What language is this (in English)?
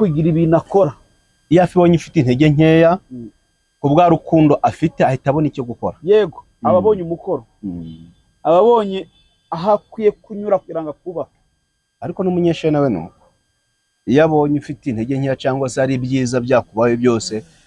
Kinyarwanda